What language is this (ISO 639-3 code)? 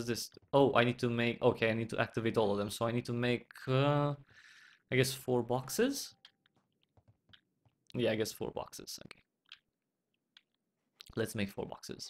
eng